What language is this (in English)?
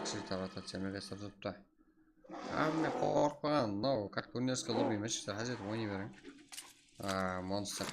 Kara-Kalpak